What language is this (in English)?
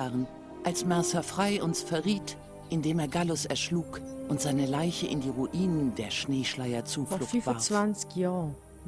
Swiss German